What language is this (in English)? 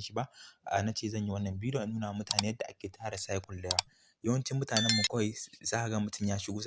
Hausa